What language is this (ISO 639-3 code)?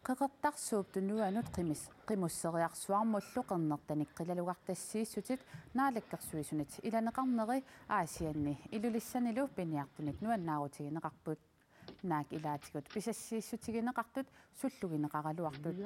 kal